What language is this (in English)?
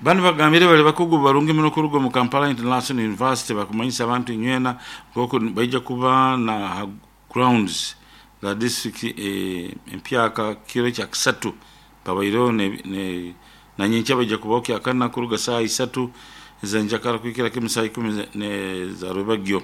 Nyoro